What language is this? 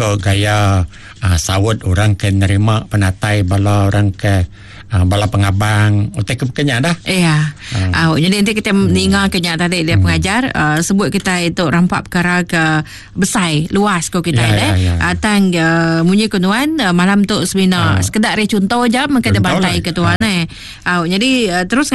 Iban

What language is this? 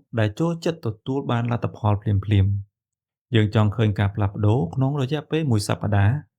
Khmer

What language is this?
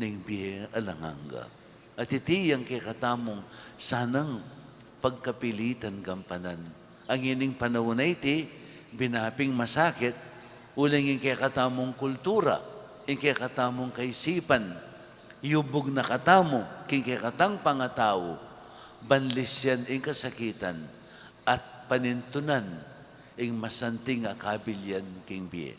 Pampanga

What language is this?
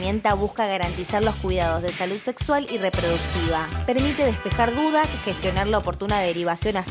Spanish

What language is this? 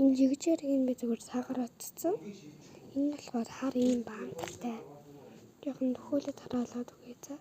Mongolian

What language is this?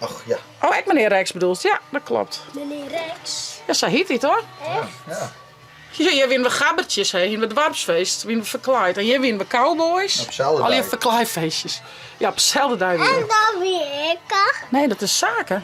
Western Frisian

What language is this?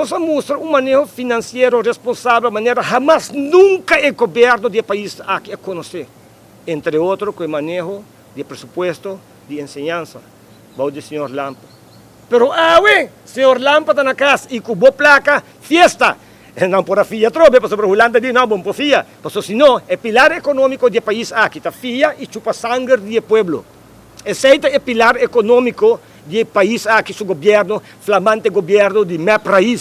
Papiamento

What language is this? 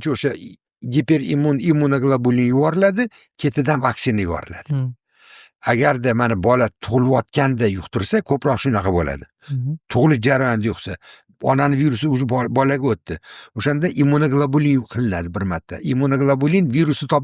Uzbek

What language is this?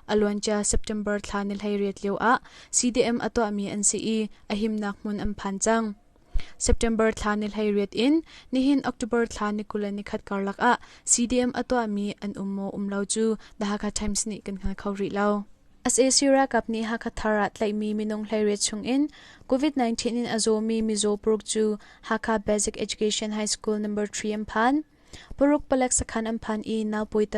Hakha Chin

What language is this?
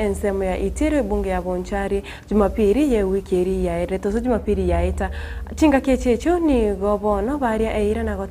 Gusii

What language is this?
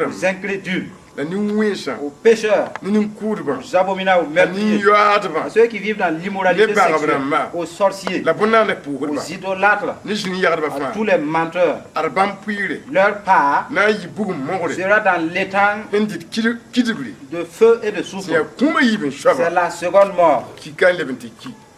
Mossi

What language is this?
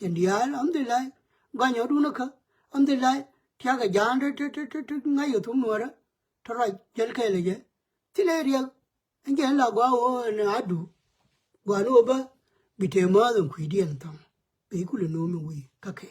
Nuer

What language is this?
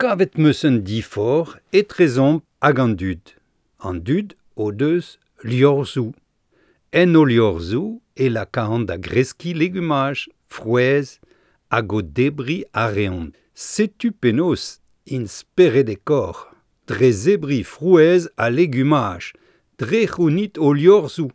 Breton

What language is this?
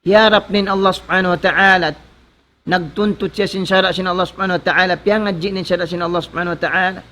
Tausug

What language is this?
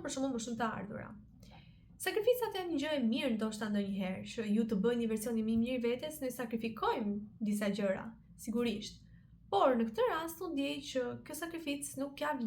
Albanian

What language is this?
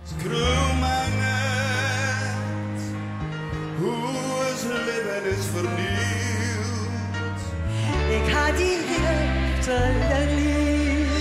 Western Frisian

